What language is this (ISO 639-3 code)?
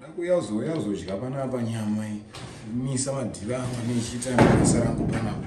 sna